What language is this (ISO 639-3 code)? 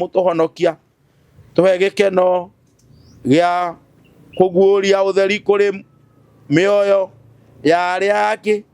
kik